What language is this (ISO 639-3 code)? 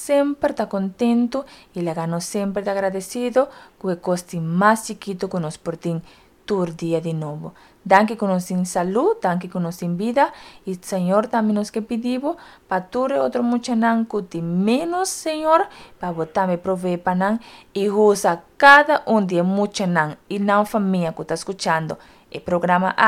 pap